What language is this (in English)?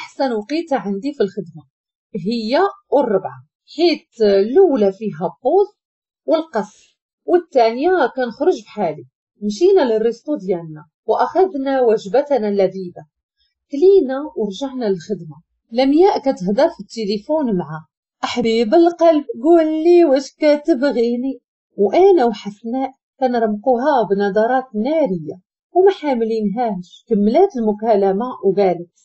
Moroccan Arabic